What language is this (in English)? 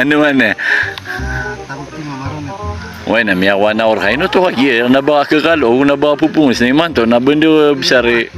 Maranao